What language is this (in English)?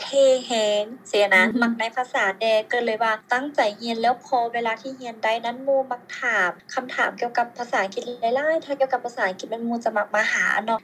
Lao